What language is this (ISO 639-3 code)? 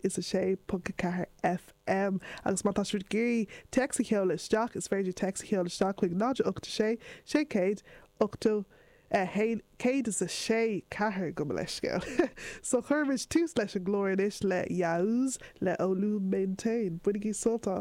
gle